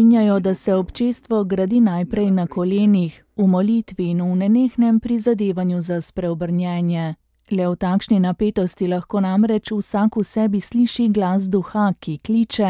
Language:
Slovenian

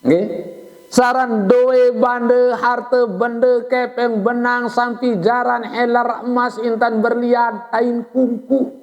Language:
Sasak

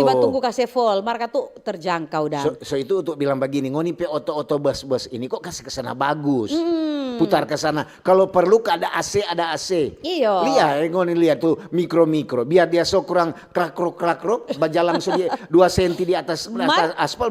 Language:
Manado Malay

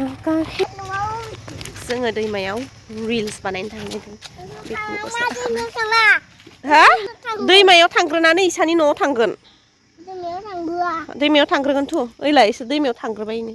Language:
Bodo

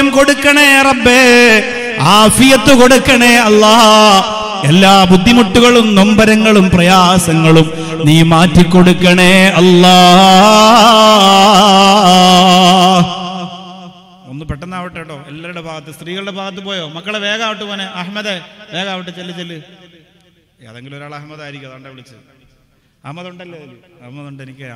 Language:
Malayalam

